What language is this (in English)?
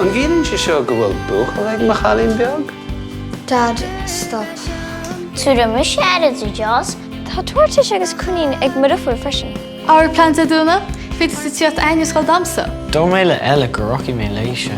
Irish